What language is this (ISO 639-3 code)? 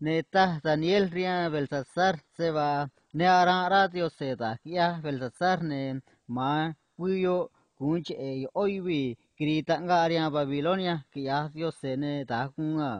trc